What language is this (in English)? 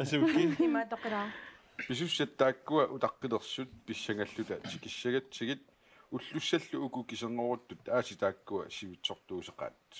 Kalaallisut